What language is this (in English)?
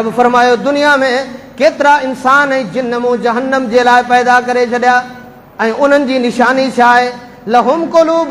Sindhi